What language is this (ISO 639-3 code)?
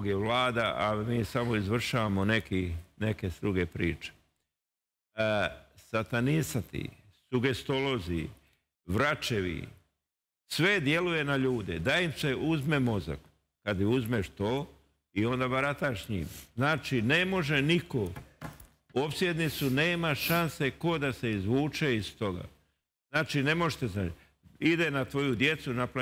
srp